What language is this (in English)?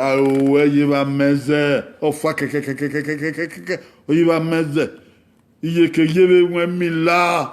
Bini